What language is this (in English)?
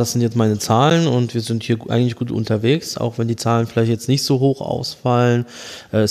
German